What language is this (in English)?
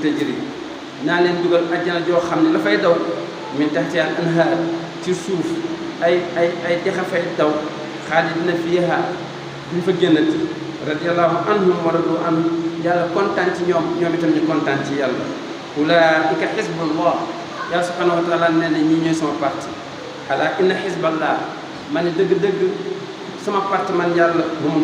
Wolof